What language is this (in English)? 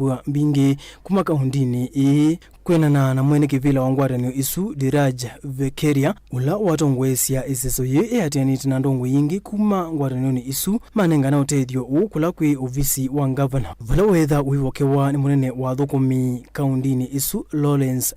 Kamba